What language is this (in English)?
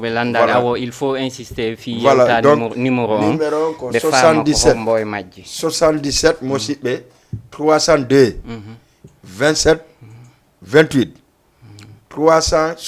Fula